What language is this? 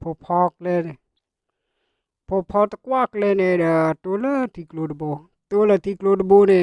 S'gaw Karen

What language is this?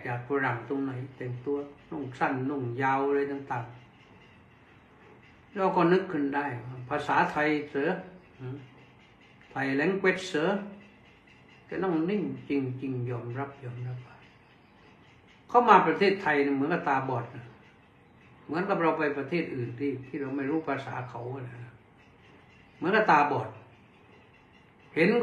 Thai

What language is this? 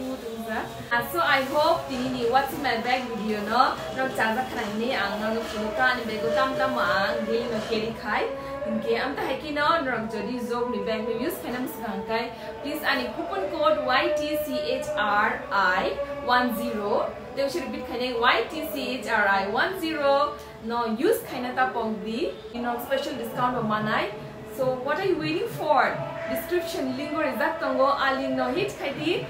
Kok Borok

